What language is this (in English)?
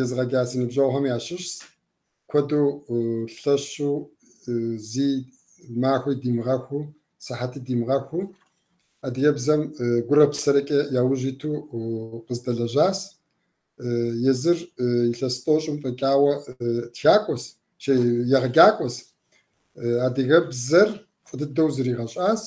Kabardian